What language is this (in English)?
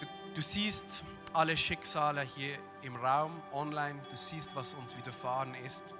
Swiss German